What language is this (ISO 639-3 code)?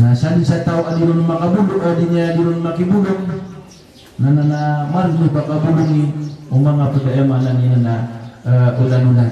mrw